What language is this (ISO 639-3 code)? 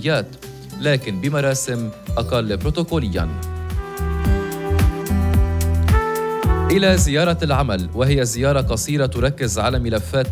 apc